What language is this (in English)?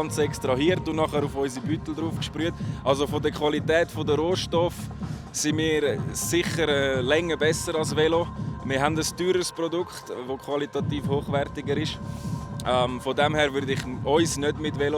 Swiss German